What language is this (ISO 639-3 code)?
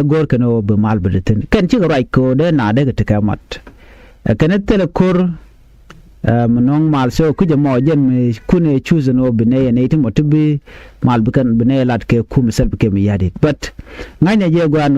nus